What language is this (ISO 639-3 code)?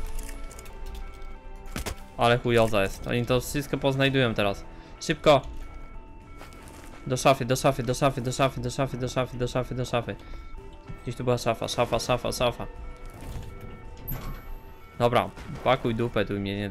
pol